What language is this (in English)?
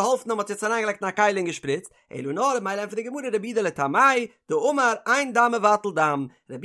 Yiddish